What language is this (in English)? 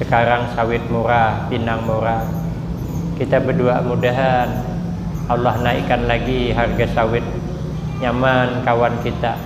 Banjar